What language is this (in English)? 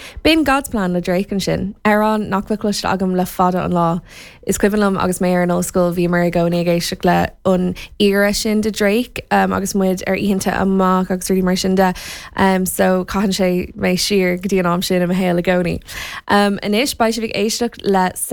Irish